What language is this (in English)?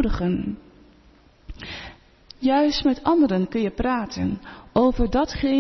Dutch